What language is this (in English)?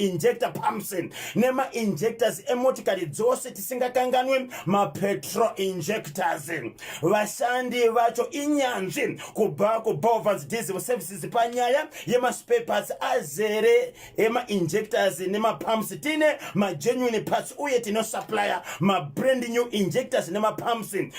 Shona